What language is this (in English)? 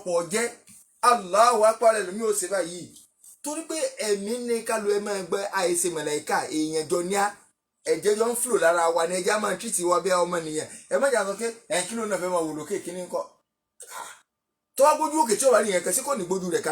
Yoruba